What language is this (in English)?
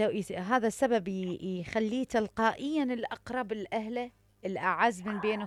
Mesopotamian Arabic